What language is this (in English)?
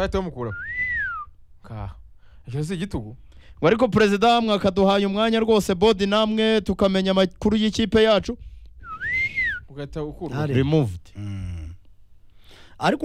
Kinyarwanda